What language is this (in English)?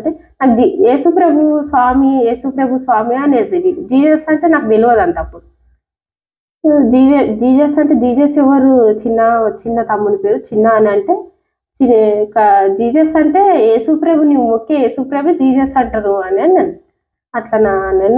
Telugu